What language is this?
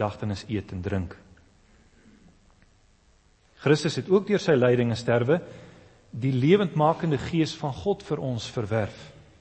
Afrikaans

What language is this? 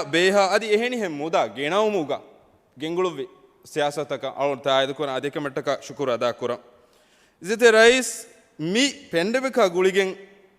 Divehi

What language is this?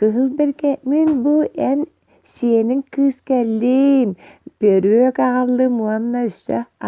Yakut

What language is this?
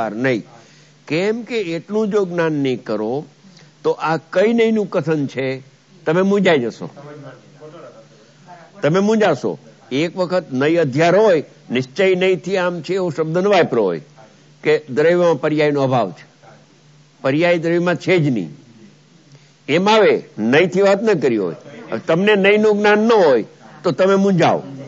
Gujarati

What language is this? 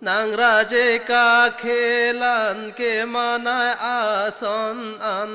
Karbi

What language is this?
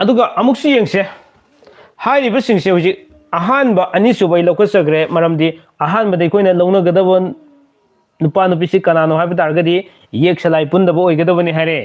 Manipuri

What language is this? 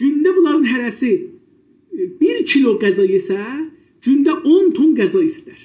South Azerbaijani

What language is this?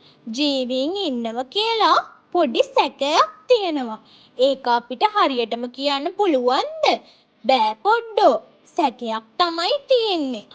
Sinhala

